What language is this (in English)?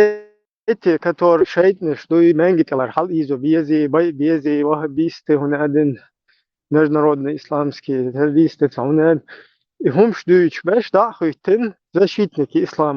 Chechen